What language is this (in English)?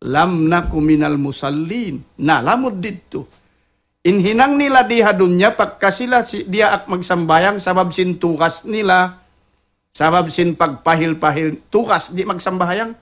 Tausug